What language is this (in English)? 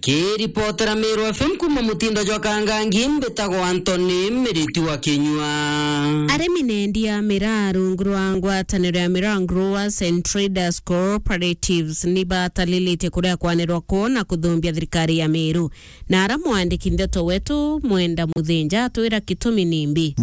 Meru